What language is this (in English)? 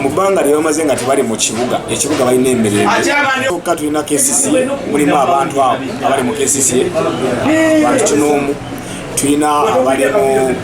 Ganda